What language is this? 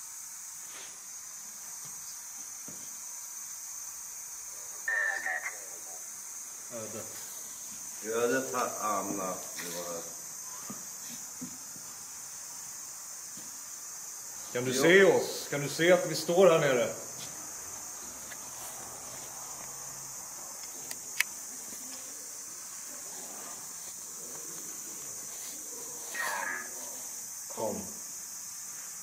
Swedish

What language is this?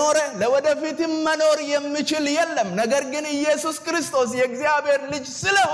Amharic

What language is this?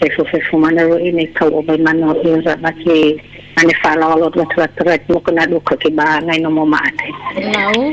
Nias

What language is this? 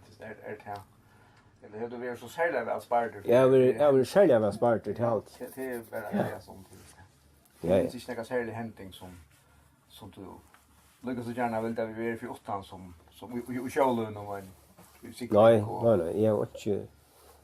Faroese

